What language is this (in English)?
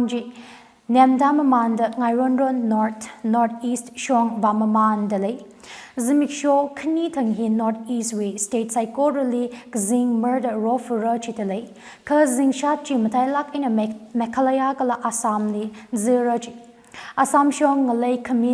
Tangkhul Naga (India)